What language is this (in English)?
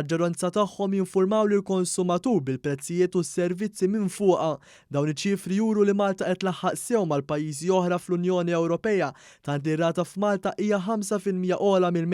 Maltese